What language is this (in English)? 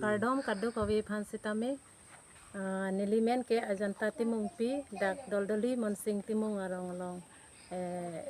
Karbi